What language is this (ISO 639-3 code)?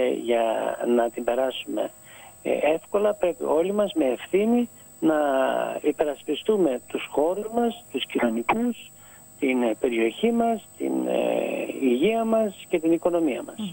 ell